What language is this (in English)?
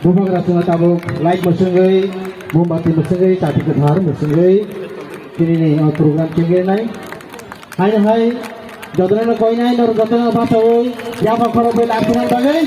Kok Borok